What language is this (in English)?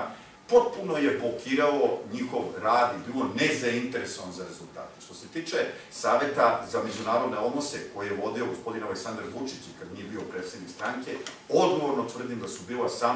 Serbian